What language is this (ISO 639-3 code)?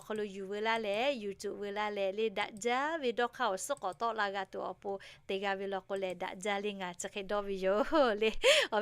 lhu